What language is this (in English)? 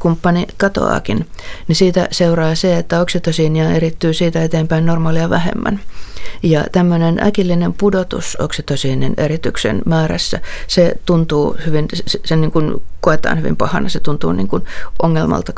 Finnish